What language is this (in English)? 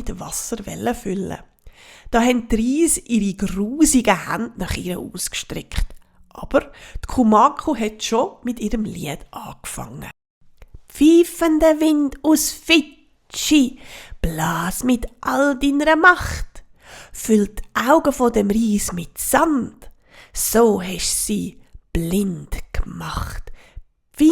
Swiss German